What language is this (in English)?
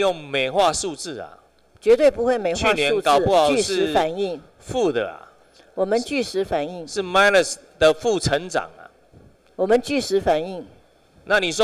Chinese